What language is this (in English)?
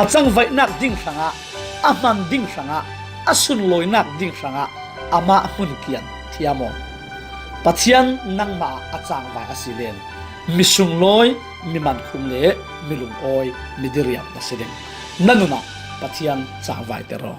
Falam Chin